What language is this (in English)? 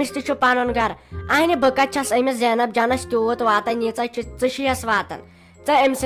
Kashmiri